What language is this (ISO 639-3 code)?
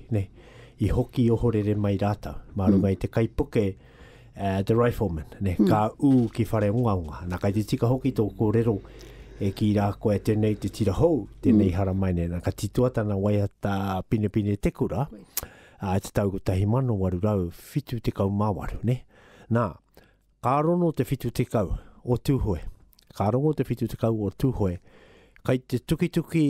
mri